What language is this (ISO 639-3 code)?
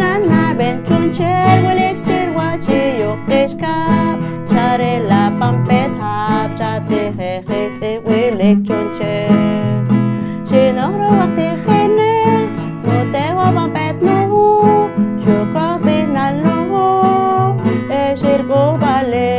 poh